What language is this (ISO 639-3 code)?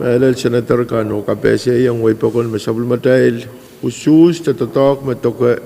pon